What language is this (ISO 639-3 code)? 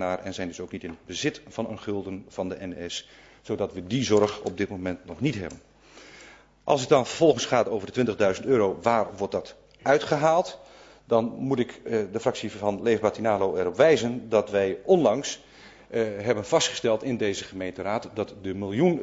nld